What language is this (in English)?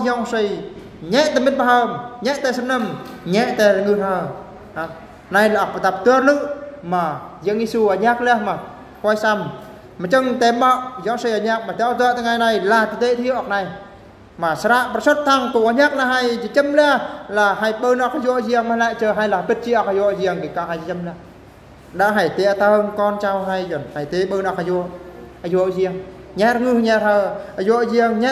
Eastern Bru